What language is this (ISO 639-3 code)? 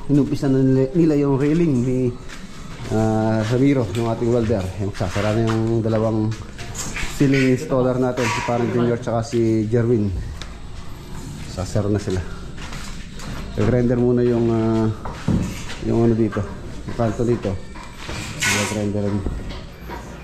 fil